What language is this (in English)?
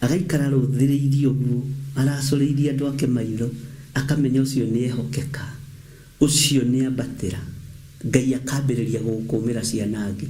Kikuyu